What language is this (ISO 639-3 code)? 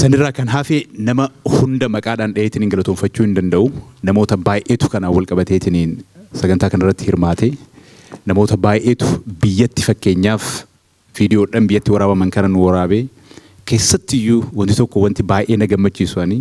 orm